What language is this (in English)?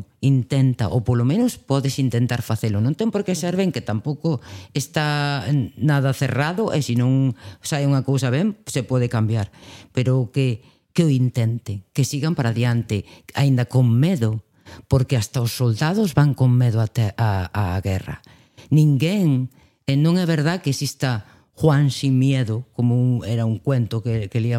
Galician